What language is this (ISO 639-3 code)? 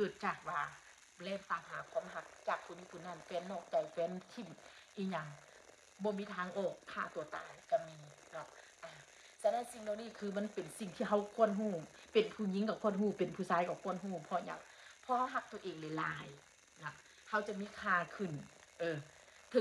tts